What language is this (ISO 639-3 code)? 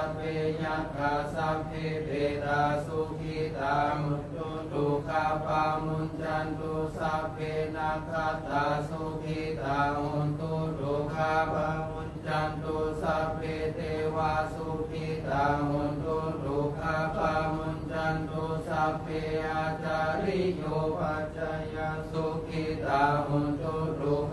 pli